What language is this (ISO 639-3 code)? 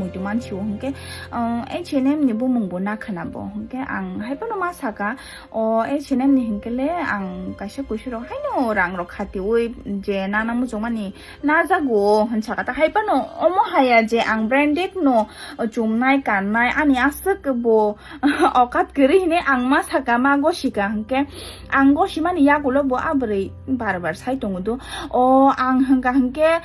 trp